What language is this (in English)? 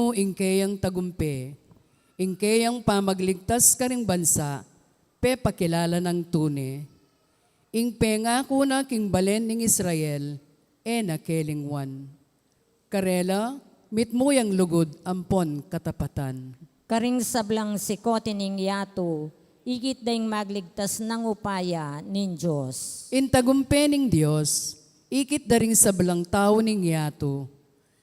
Pampanga